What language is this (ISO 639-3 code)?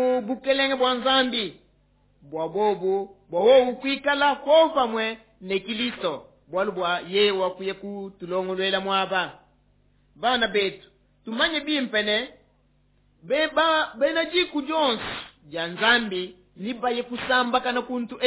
lua